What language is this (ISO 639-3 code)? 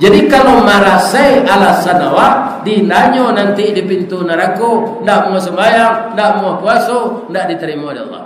min